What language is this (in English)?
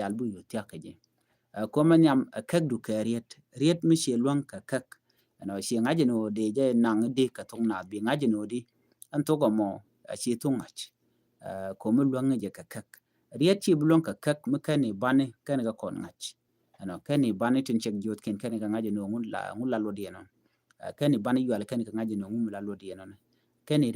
Nuer